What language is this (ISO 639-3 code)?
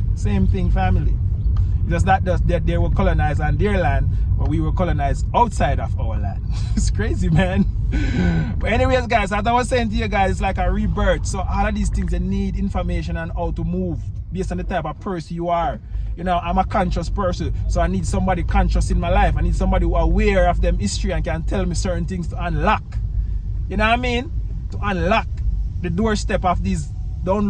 jam